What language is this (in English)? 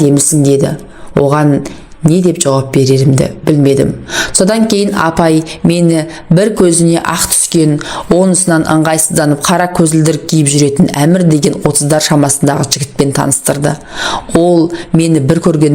Kazakh